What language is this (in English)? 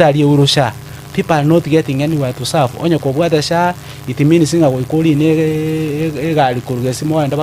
Gusii